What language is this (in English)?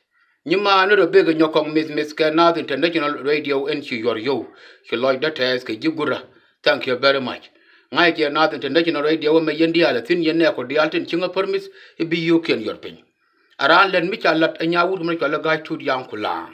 Nuer